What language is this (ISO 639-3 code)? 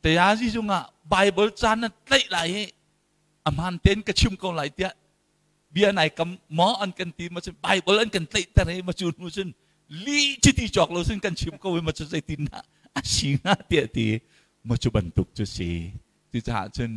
cnh